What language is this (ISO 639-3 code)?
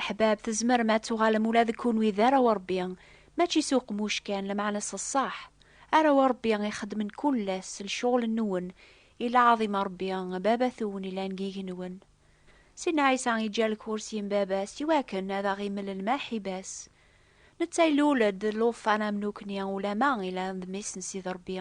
kab